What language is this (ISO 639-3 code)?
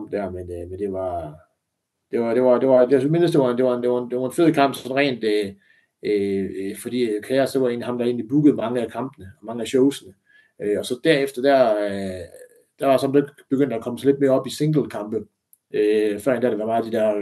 dan